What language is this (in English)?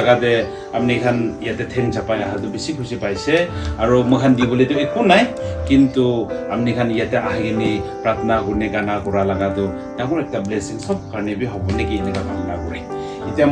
Naga Pidgin